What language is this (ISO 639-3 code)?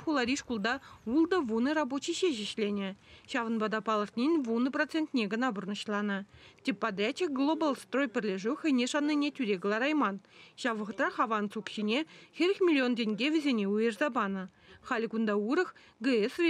chv